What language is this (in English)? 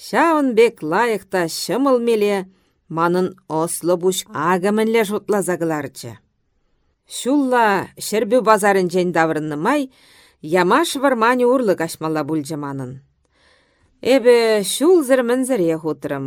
Chuvash